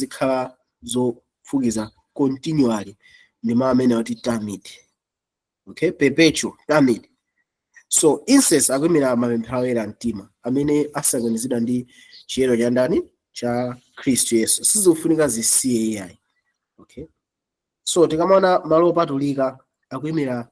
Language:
Nyanja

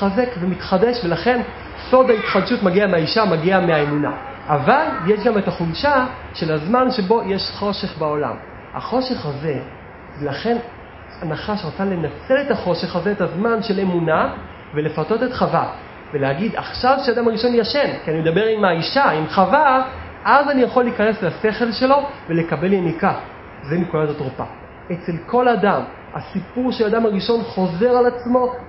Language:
Hebrew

